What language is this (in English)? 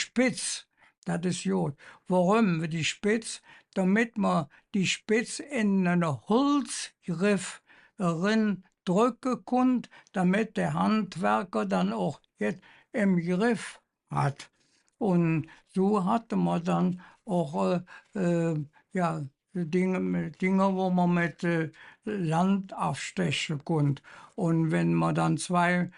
Colognian